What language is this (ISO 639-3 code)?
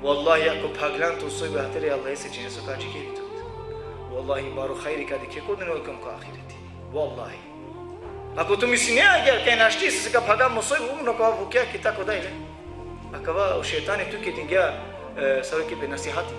rmn